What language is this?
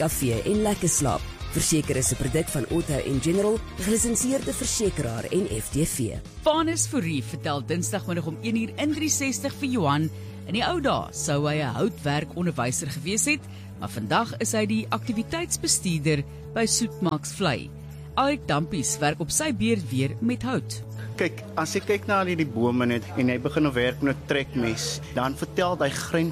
Afrikaans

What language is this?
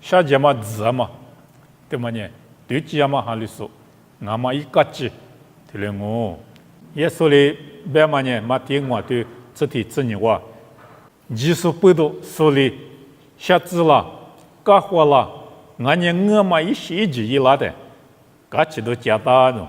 Lisu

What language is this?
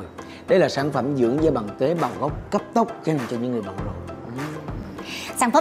Vietnamese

